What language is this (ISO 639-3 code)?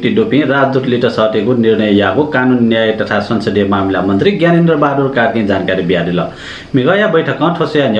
new